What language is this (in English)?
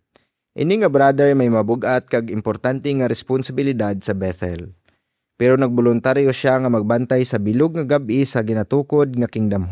Hiligaynon